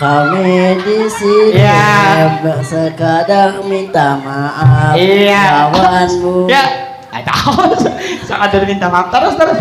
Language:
Banjar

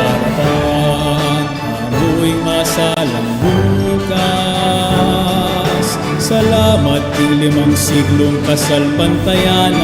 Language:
Pampanga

